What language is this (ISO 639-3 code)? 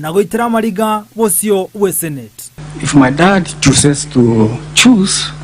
guz